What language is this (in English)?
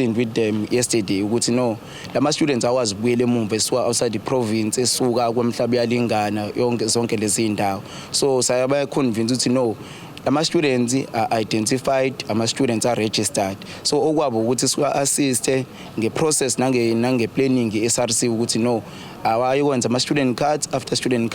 Zulu